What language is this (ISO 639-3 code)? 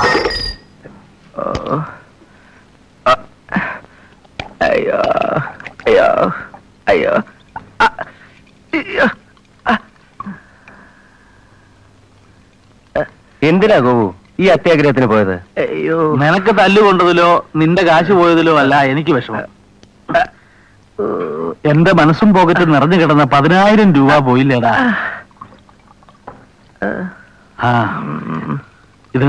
mal